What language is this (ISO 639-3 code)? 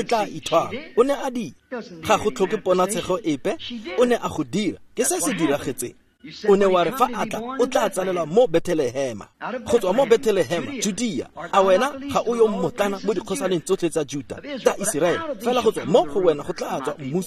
tsn